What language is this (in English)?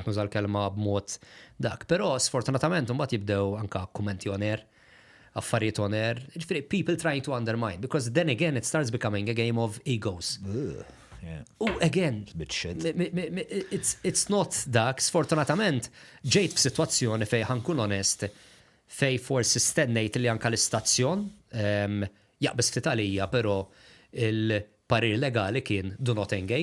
Maltese